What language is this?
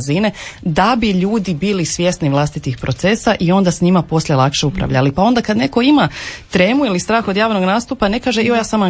Croatian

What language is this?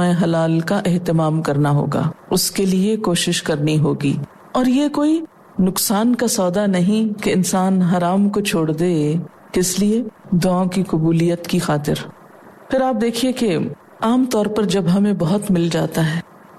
Urdu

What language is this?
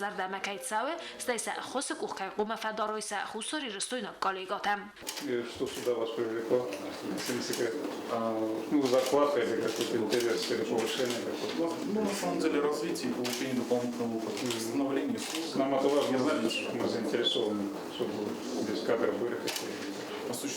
Ossetic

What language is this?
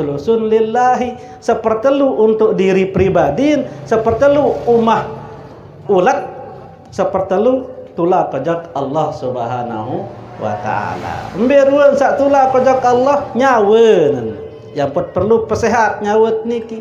Sasak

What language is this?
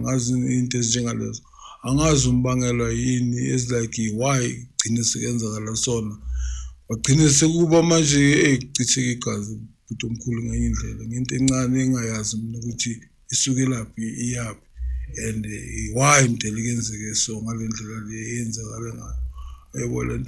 Zulu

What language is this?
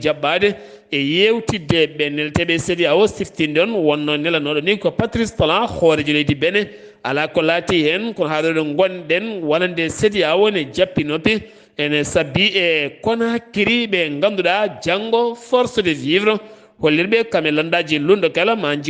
Fula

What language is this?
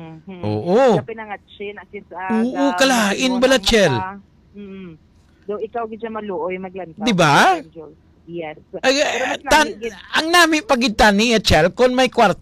Hiligaynon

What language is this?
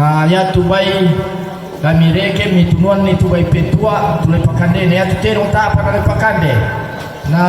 Toraja-Sa'dan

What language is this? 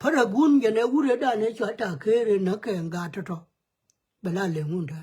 Nuer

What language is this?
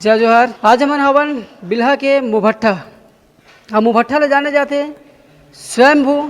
Chhattisgarhi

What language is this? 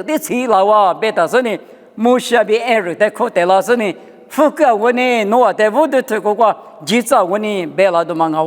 Lisu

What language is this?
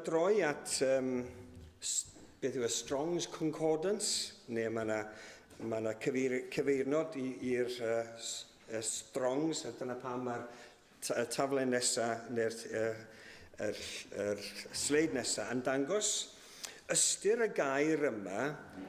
Welsh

